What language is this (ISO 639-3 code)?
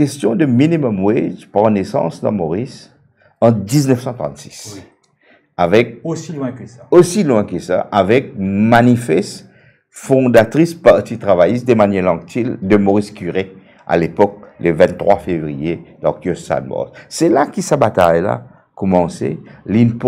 mfe